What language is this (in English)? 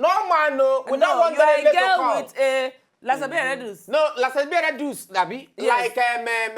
Nigerian Pidgin